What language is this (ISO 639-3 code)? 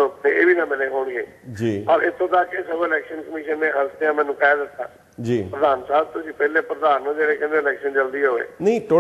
pan